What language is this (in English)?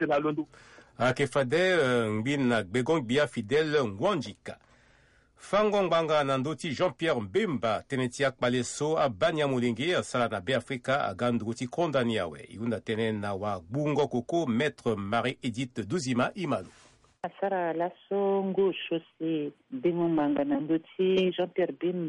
Sango